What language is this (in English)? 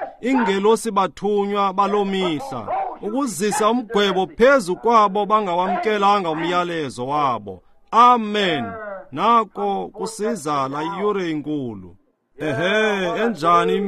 Xhosa